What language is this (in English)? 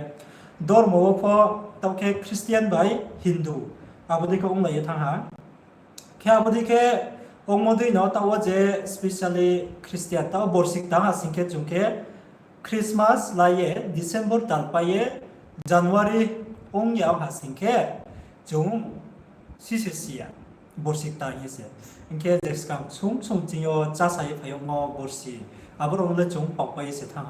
Riang (India)